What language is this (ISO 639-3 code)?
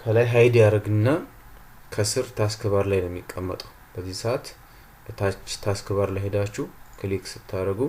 amh